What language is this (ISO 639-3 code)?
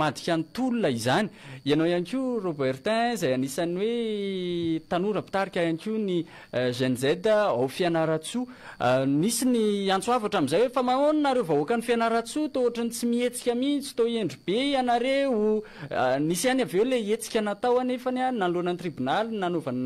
mlg